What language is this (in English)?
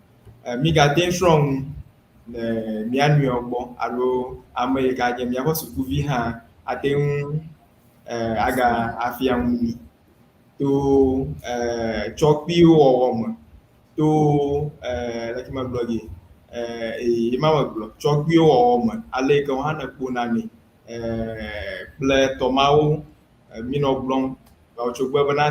Ewe